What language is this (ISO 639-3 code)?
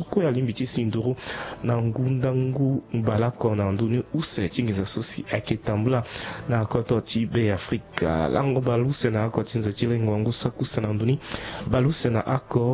sag